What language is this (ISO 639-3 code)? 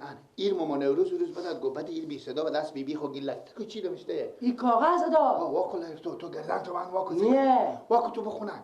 fas